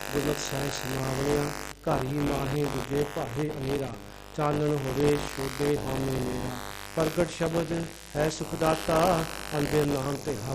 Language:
Punjabi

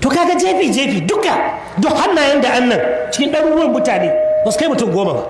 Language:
Hausa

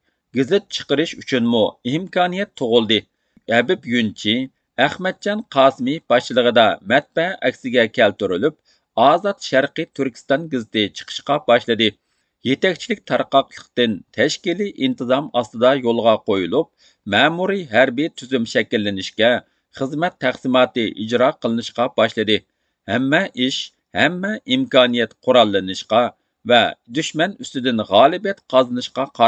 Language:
Uyghur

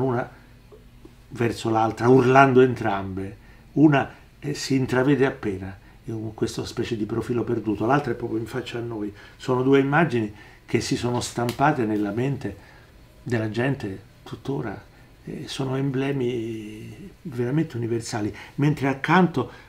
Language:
Italian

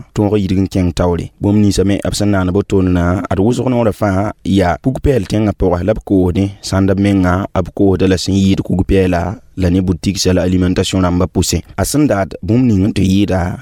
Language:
Mossi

